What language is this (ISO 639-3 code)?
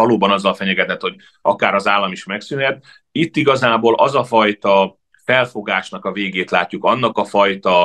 hun